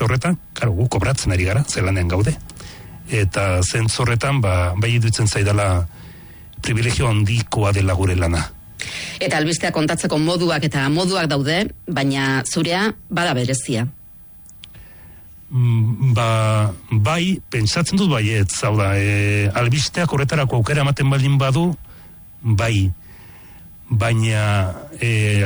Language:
Basque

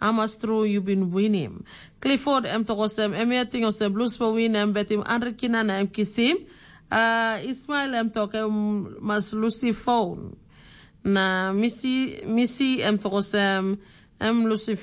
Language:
Tok Pisin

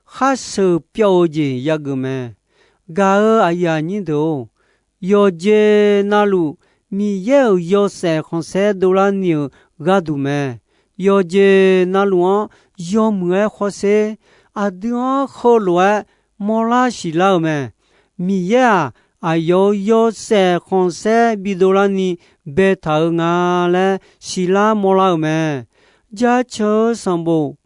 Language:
Akha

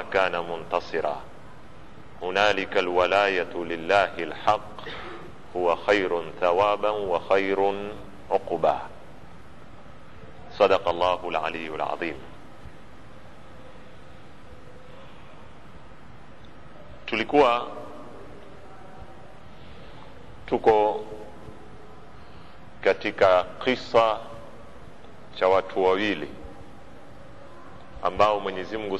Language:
Swahili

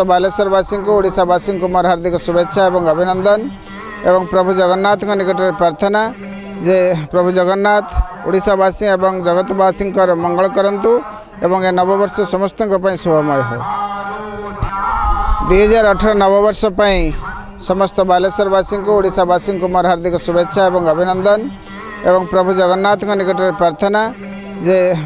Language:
Odia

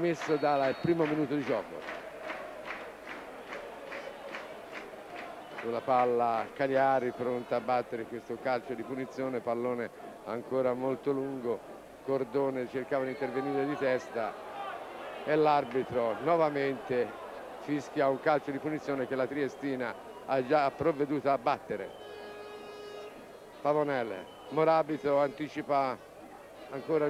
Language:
Italian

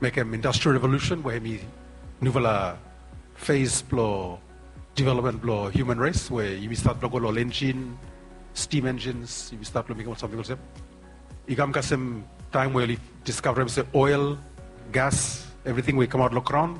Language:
Bislama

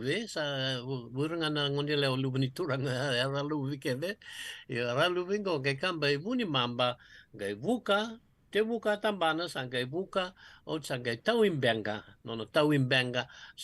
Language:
Fijian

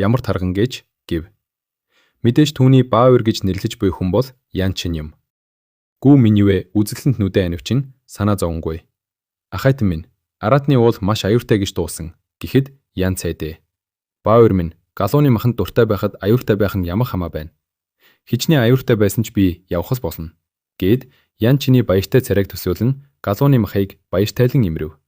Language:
Mongolian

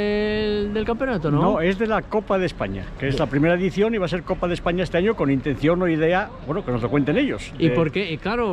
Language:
Spanish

